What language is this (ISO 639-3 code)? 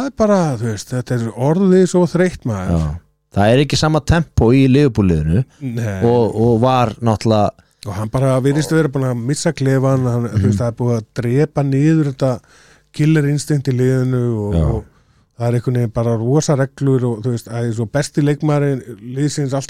isl